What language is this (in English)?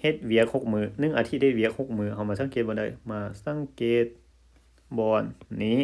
Lao